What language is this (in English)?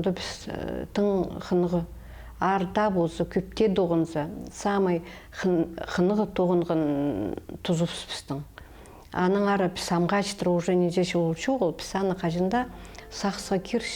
Khakas